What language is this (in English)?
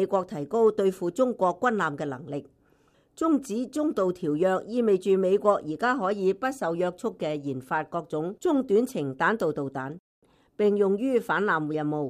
Cantonese